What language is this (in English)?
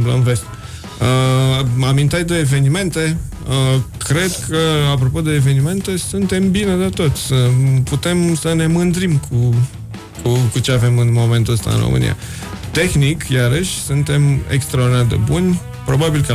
Romanian